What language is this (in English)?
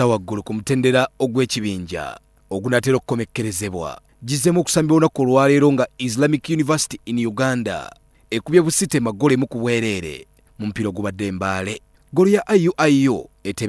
Ganda